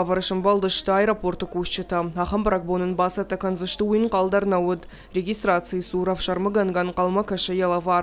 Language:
Ossetic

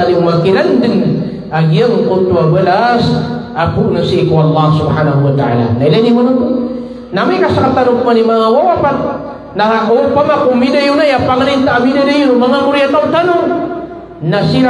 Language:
Maranao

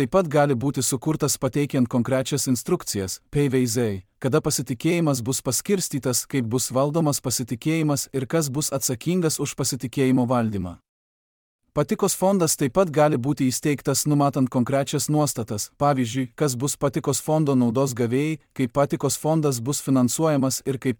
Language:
Lithuanian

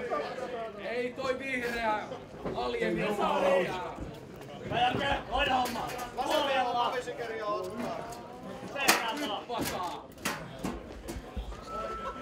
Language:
Finnish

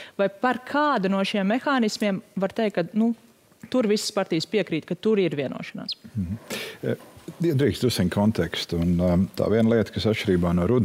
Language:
Latvian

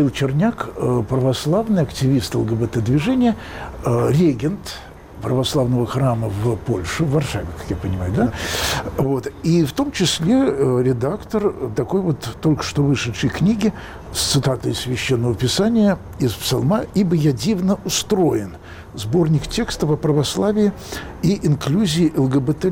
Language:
Russian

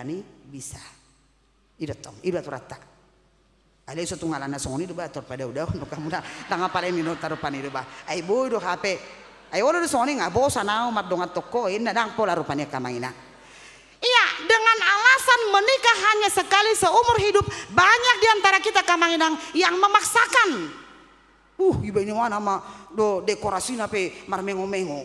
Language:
Batak Toba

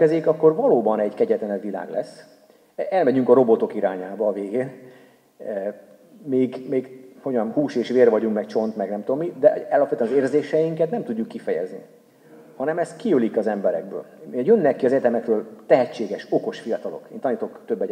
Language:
Hungarian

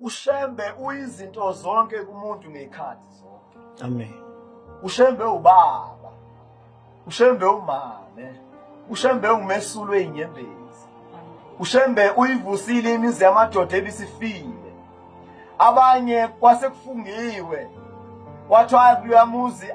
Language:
Zulu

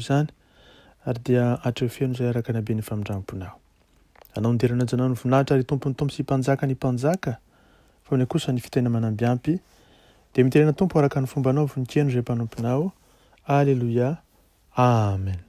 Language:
Malagasy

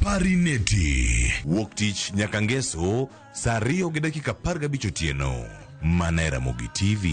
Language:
Luo (Kenya and Tanzania)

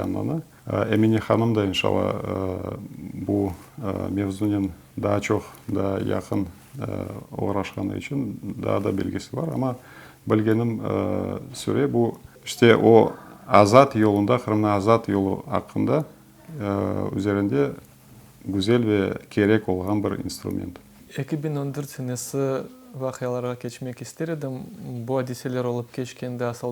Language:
Crimean Tatar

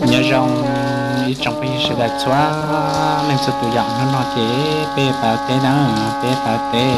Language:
Hmong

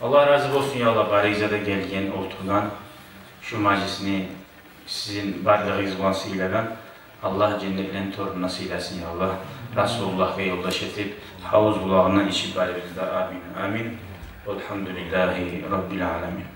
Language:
Kumyk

